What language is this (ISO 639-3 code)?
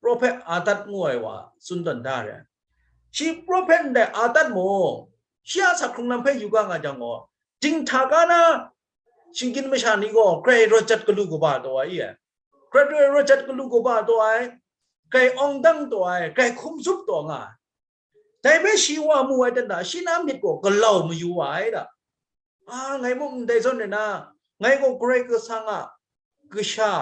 kac